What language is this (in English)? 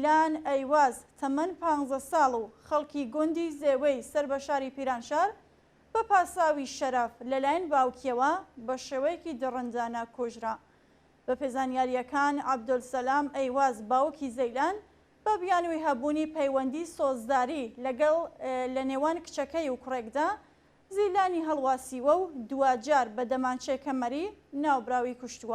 Central Kurdish